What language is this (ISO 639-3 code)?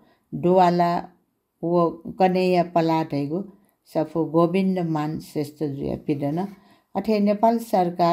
new